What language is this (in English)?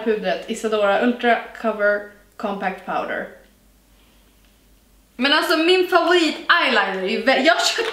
Swedish